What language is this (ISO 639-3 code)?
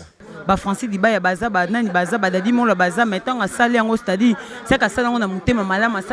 lin